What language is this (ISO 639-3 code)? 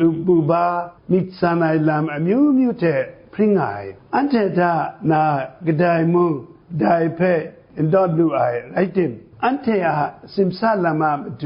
kac